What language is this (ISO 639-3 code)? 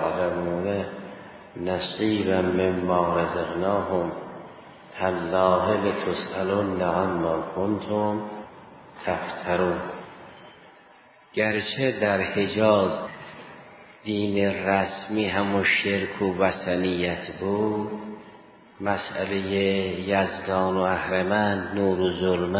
fas